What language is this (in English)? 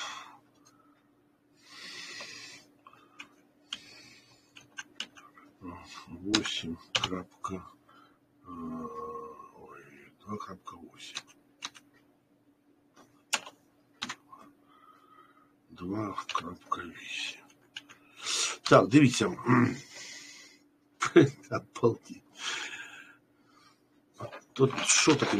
Ukrainian